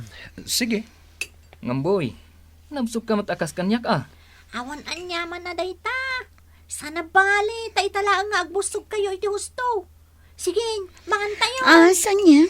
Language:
Iloko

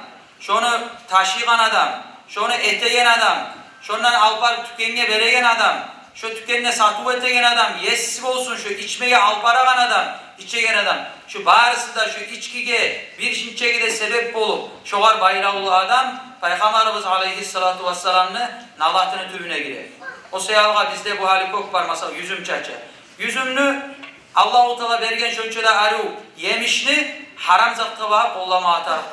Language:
Kumyk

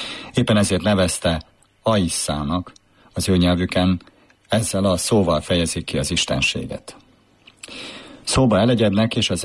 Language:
Hungarian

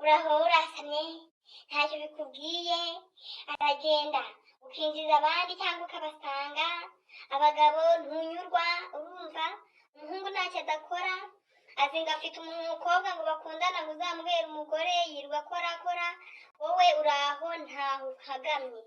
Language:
Kinyarwanda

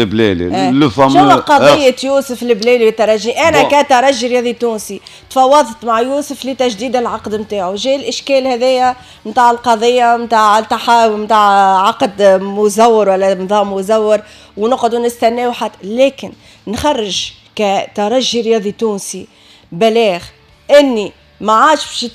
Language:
Tunisian Arabic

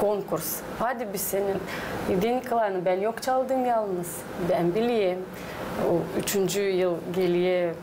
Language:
Gagauz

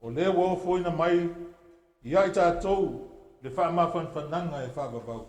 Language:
Samoan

